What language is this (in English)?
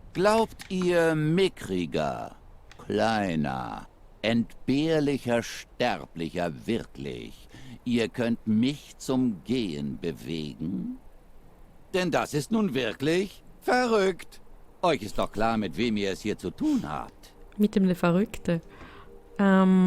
Swiss German